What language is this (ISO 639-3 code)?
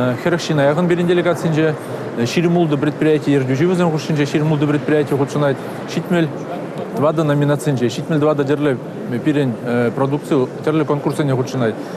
chv